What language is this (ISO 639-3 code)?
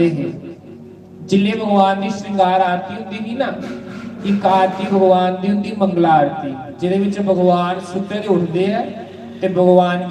doi